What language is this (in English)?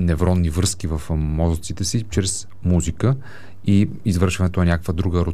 Bulgarian